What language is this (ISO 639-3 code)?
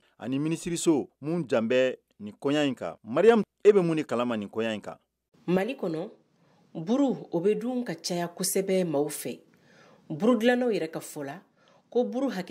bam